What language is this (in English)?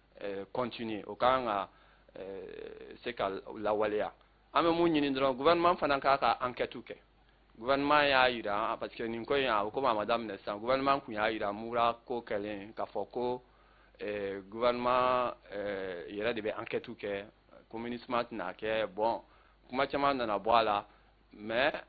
Bambara